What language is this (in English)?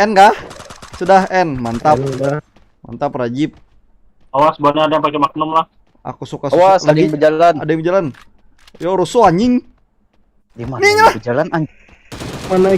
Banjar